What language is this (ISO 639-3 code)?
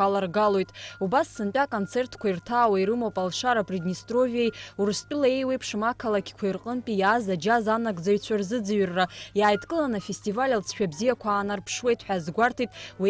abk